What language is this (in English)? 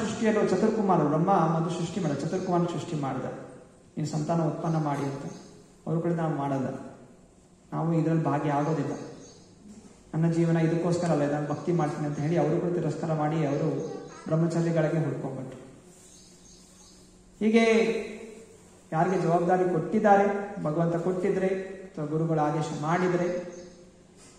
Kannada